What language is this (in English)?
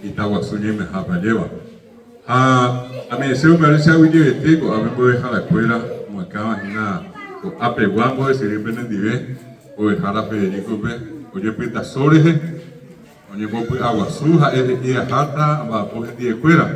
Guarani